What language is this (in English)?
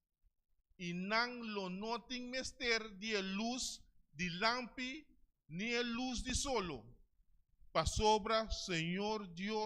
Papiamento